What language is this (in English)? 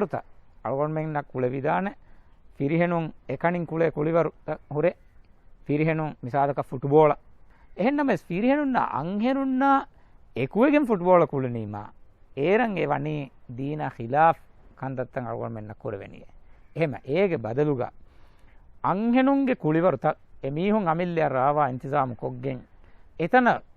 Divehi